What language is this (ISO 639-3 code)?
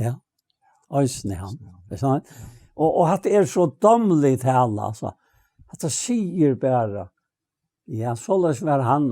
fao